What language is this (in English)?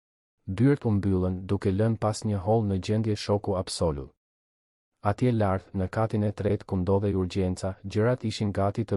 Albanian